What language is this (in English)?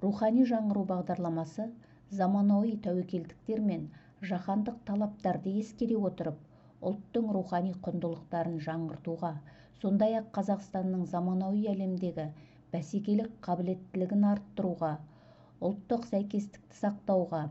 Kazakh